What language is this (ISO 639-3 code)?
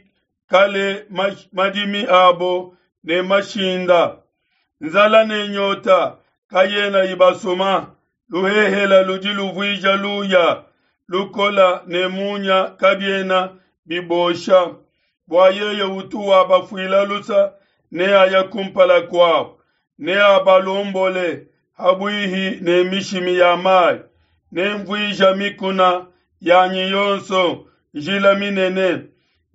lua